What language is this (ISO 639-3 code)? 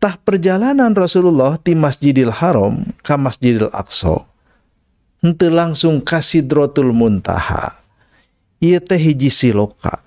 sun